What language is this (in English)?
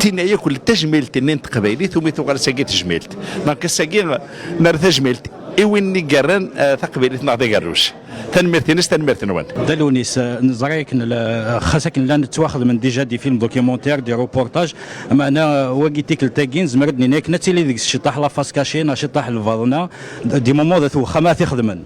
Kabyle